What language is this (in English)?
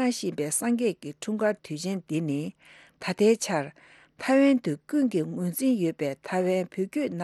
Tibetan